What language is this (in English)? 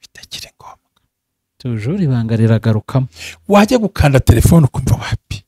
Kinyarwanda